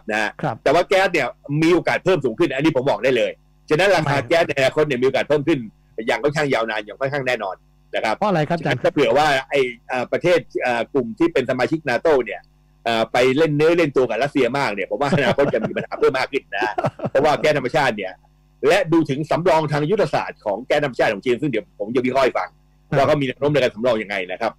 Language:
Thai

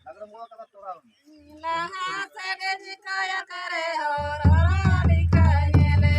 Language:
Santali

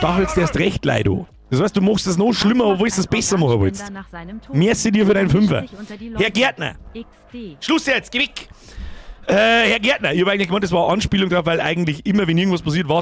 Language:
Bavarian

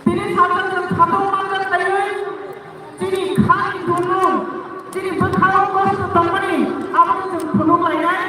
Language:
Kok Borok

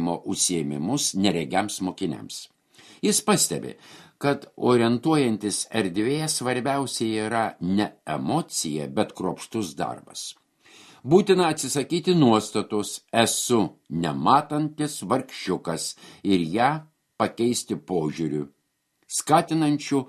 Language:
Lithuanian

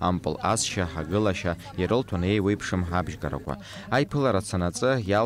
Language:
Abkhazian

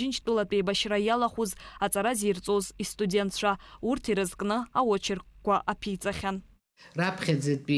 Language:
Abkhazian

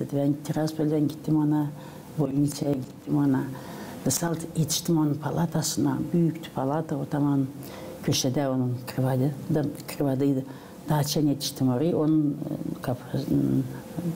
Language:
Gagauz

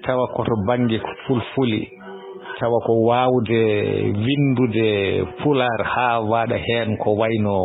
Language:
Fula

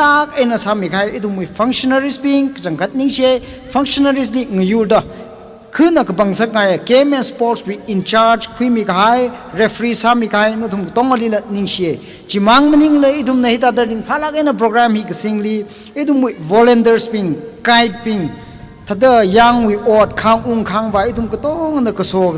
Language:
Tangkhul Naga (India)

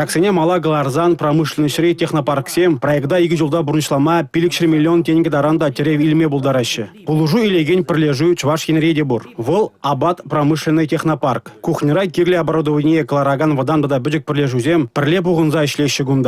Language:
Chuvash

